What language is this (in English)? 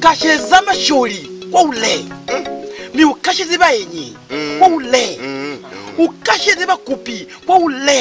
Lozi